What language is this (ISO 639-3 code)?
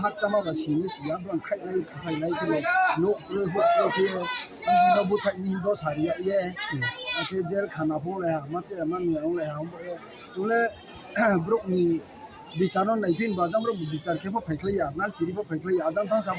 ria